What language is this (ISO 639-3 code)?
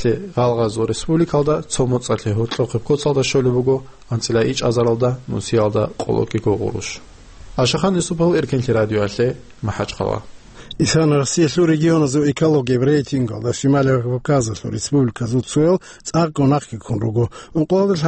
ava